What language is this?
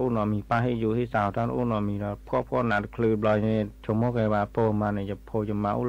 S'gaw Karen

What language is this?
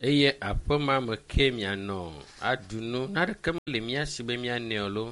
Ewe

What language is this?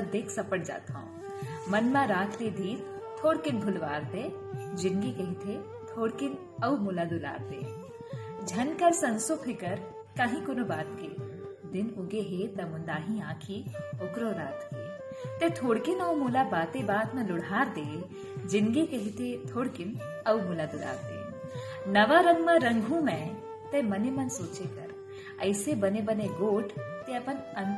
Chhattisgarhi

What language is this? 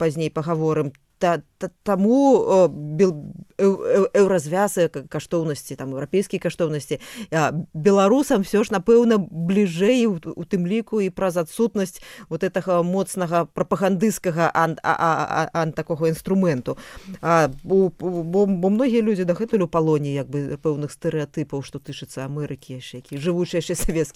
Belarusian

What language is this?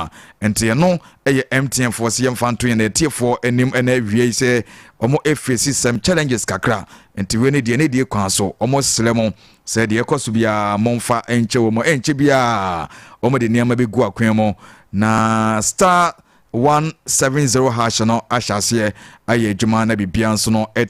Akan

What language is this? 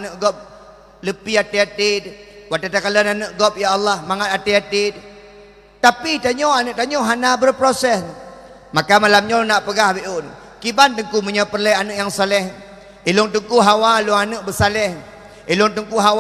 Achinese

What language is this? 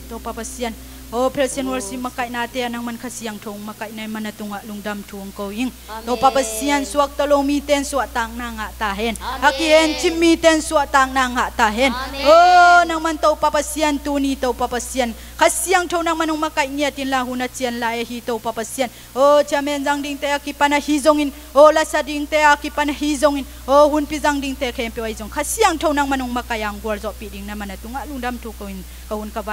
Tedim Chin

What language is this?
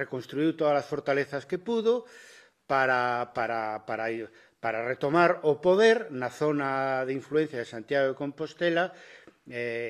Galician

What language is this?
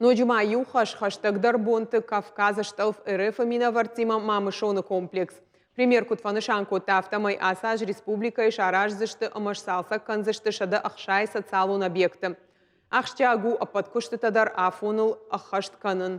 Ossetic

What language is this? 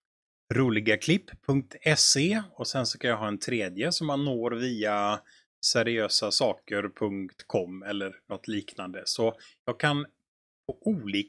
Swedish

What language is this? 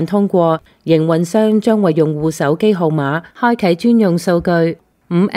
Cantonese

